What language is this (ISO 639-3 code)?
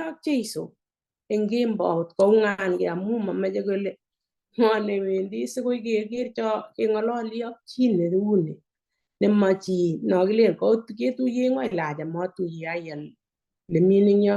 kln